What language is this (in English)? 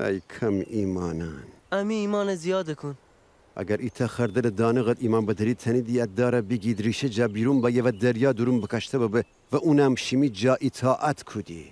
Gilaki